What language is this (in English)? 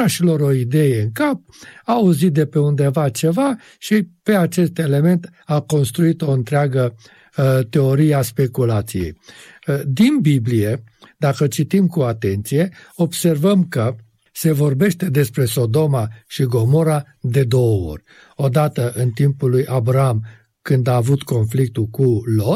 Romanian